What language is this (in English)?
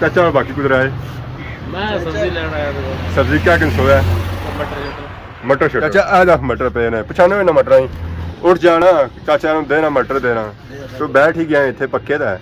Pahari-Potwari